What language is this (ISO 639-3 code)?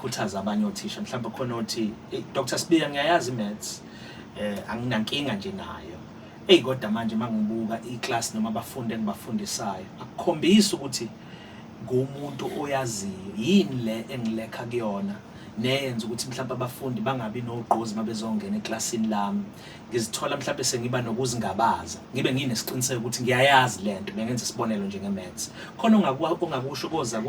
zul